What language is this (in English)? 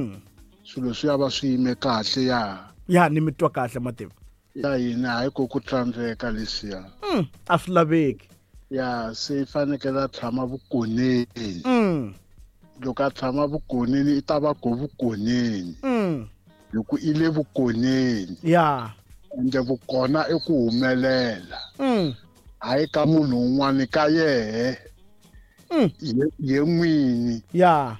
Tsonga